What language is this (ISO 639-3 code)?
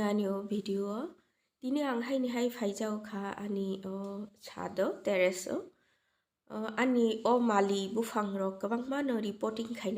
trp